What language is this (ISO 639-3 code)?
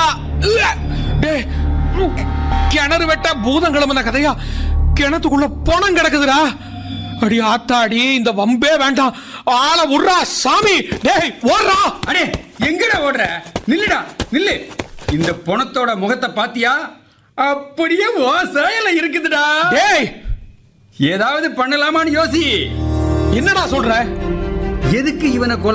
tam